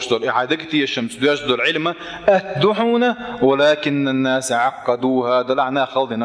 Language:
Chechen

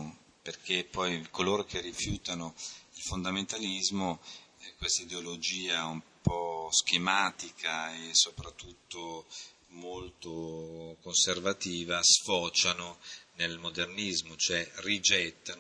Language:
Italian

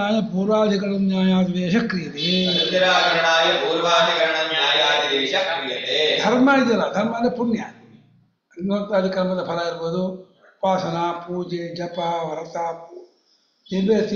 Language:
Kannada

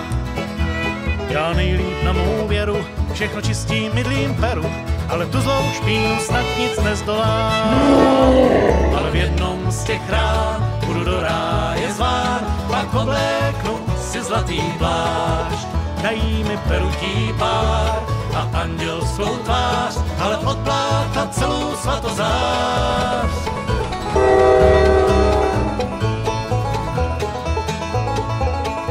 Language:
Czech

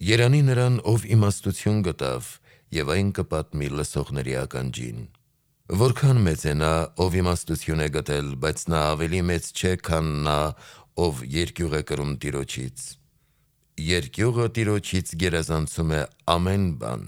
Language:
Armenian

